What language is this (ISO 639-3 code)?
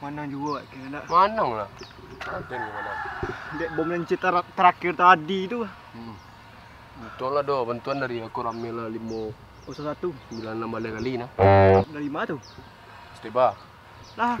min